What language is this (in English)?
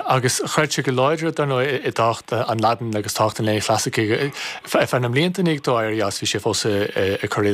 Irish